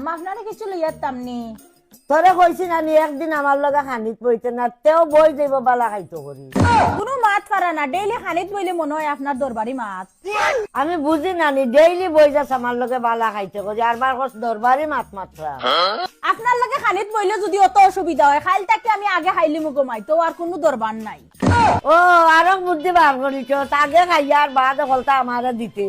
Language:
Sylheti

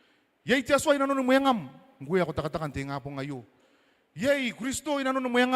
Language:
Gilbertese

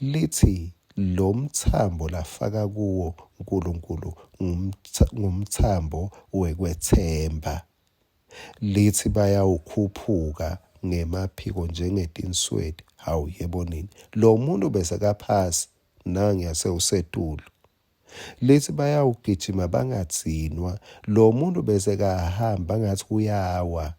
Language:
Swati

